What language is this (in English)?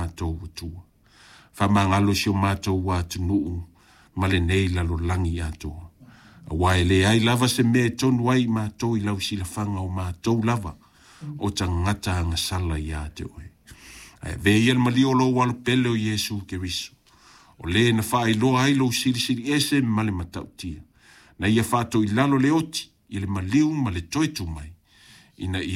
Samoan